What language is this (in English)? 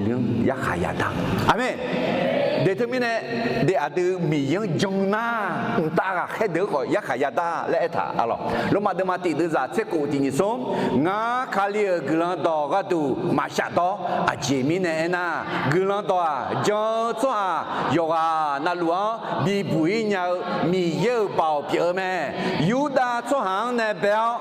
Akha